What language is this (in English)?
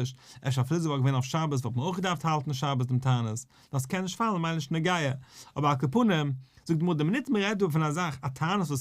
Yiddish